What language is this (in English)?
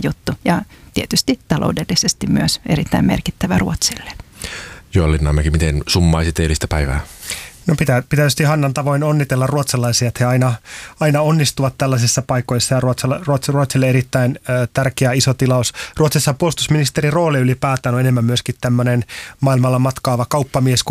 Finnish